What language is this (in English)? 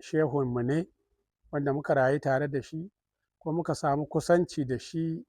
Hausa